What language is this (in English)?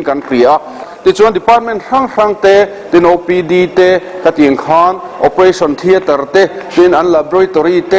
Mizo